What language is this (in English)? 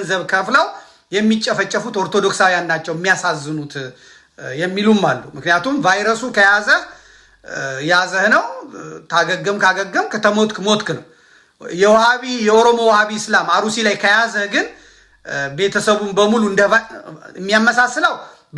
Amharic